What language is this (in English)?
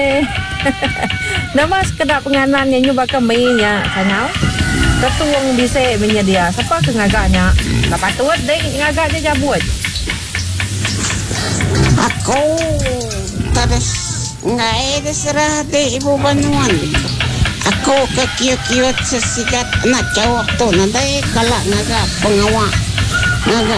Iban